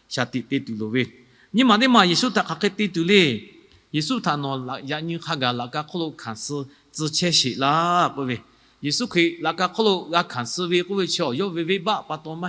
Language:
Lahu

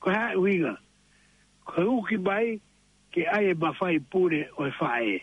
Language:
Tongan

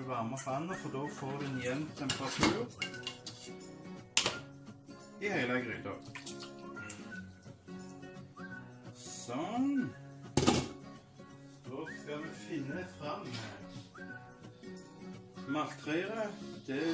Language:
Norwegian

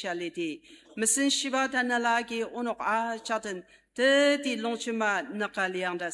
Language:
Ao Naga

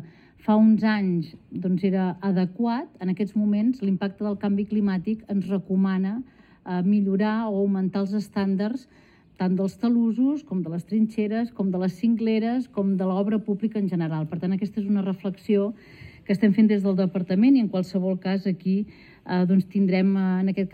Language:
Catalan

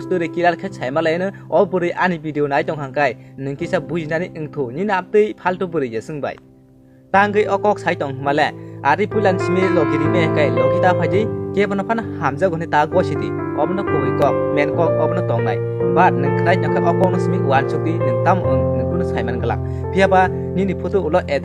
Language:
Kok Borok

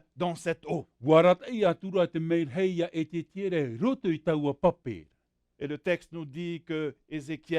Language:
Tahitian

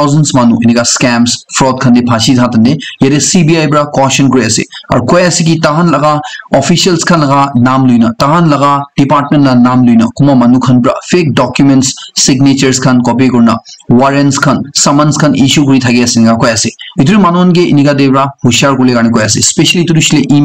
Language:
Naga Pidgin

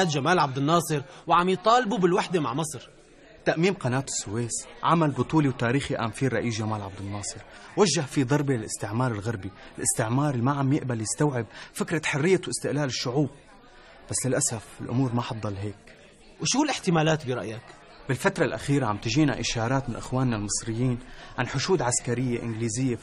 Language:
North Levantine Arabic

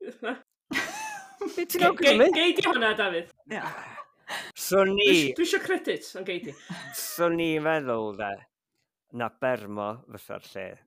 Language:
Welsh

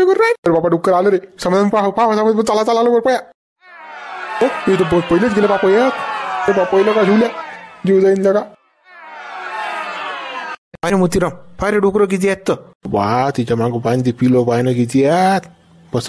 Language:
Marathi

